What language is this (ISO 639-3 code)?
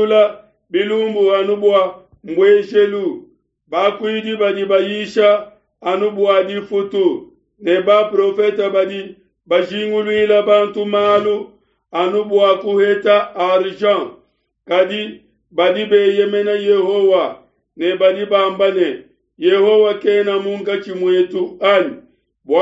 lua